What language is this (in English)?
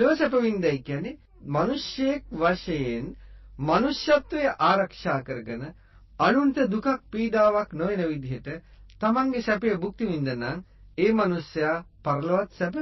Sinhala